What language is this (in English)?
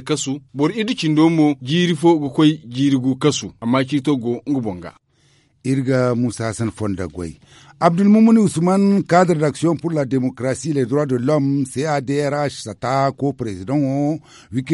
Zarma